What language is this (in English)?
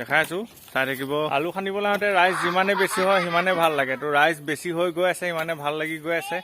Assamese